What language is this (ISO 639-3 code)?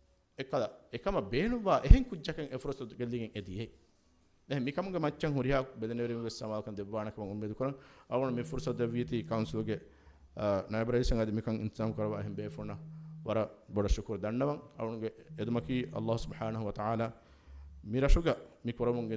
div